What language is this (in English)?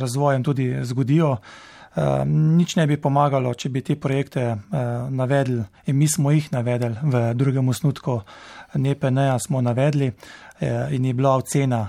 Slovenian